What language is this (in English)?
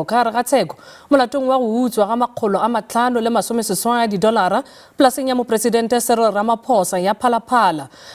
Northern Sotho